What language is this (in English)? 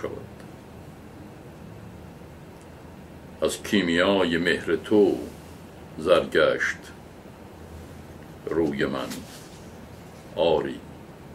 Persian